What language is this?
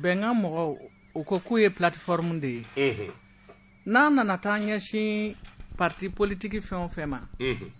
Bambara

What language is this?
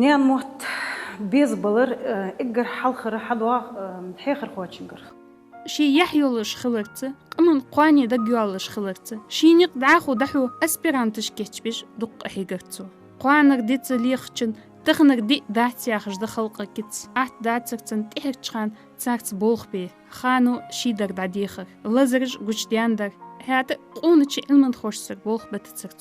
Ingush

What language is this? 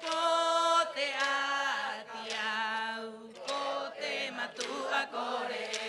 Rapanui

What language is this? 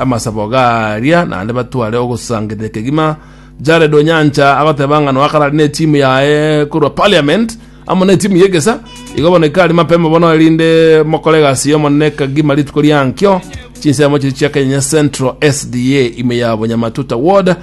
Gusii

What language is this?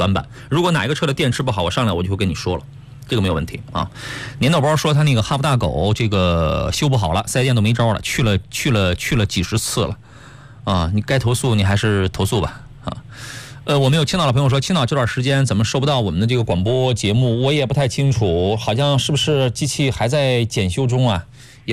Chinese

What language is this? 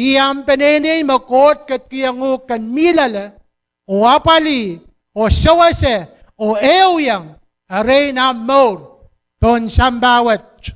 Pohnpeian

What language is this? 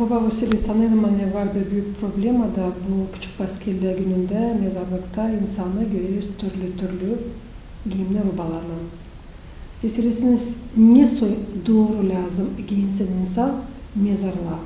Gagauz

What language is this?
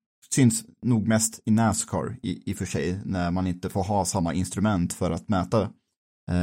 Swedish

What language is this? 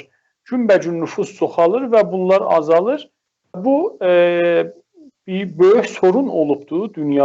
South Azerbaijani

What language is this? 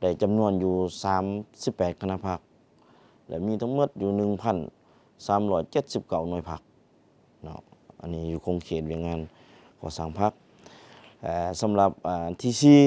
Lao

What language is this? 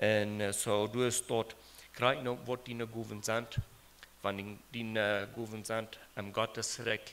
Plautdietsch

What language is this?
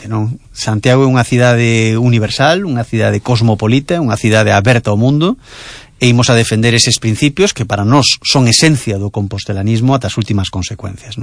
Galician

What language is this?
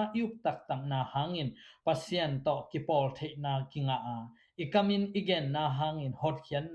Tedim Chin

